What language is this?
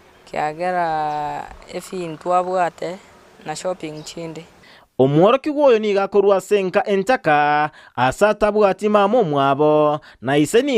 Gusii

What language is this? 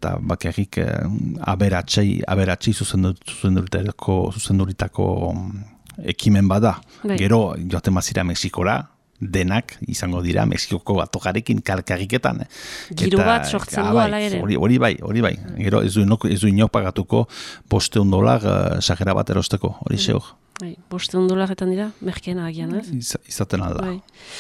Basque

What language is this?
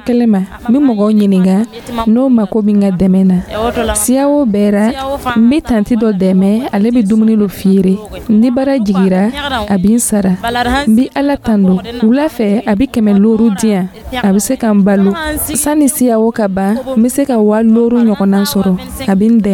Dyula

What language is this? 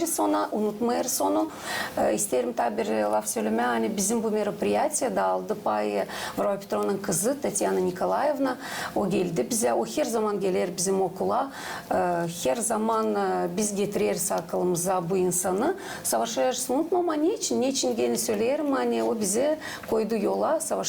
Gagauz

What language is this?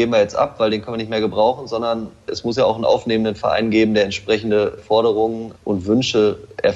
German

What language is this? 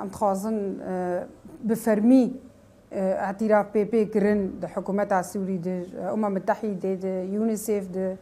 Kurdish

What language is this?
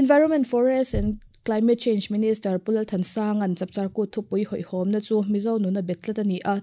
Mizo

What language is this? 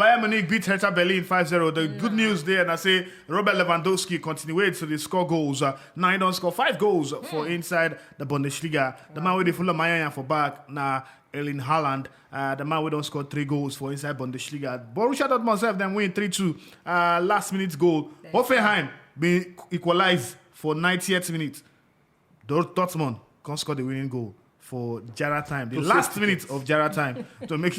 Nigerian Pidgin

